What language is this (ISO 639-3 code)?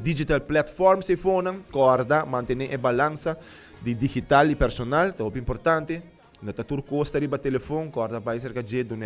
pap